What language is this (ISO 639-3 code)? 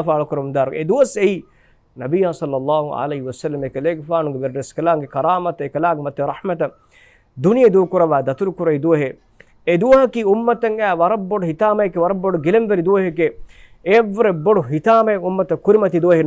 div